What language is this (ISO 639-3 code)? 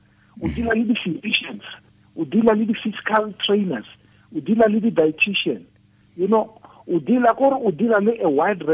tsn